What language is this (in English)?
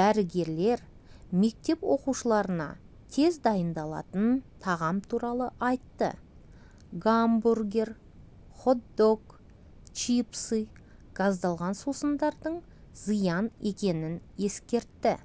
Kazakh